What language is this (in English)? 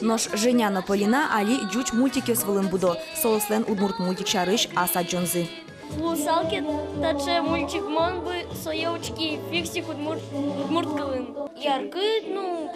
Udmurt